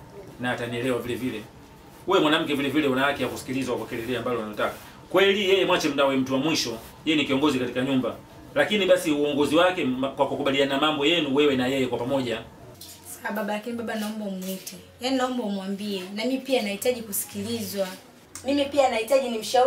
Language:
Swahili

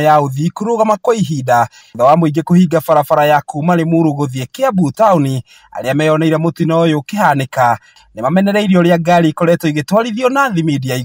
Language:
Kikuyu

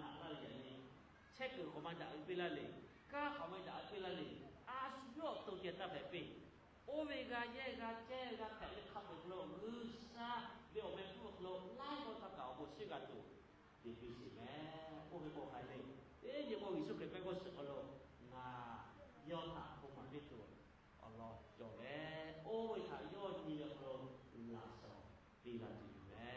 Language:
Lahu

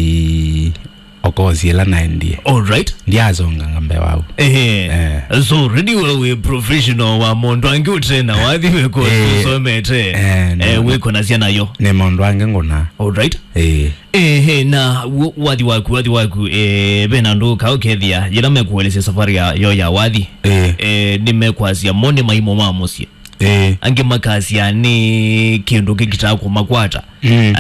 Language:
Kamba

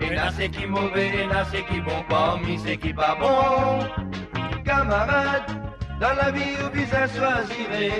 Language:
Morisyen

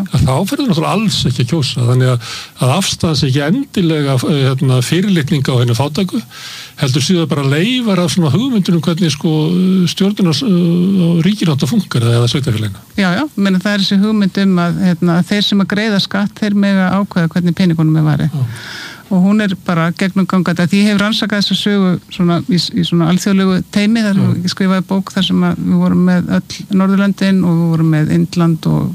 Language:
Icelandic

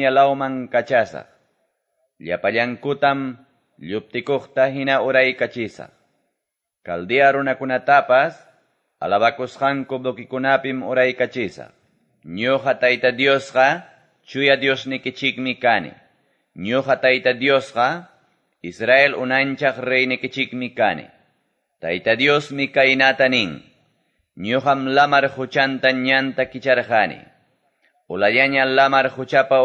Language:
Quechua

